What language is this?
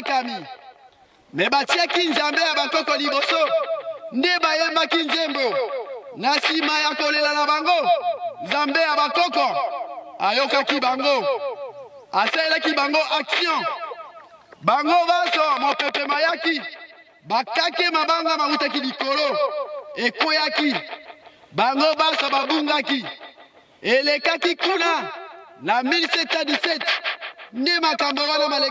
Lingala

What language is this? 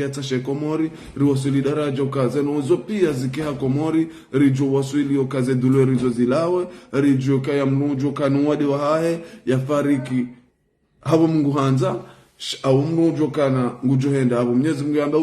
Ngazidja Comorian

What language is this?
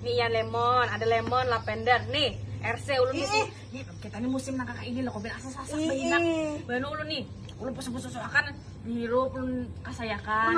Banjar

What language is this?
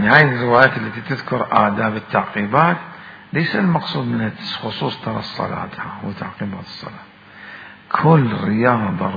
Mesopotamian Arabic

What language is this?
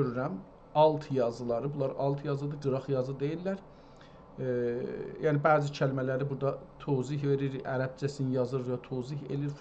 South Azerbaijani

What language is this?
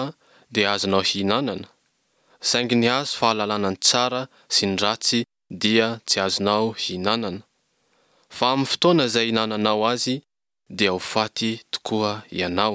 Malagasy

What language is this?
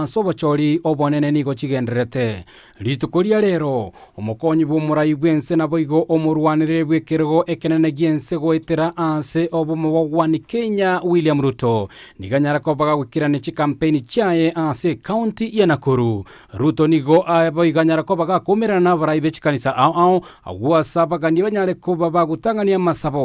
Gusii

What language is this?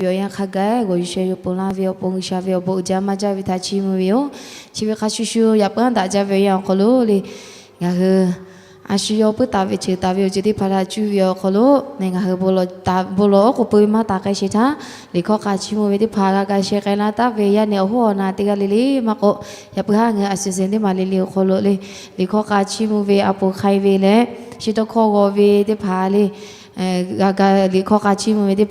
Lahu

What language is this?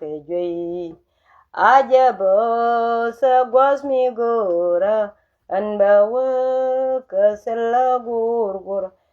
Nuer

